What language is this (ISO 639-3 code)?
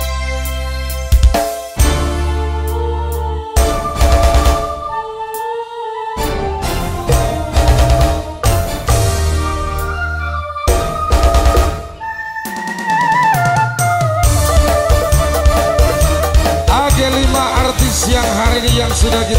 ind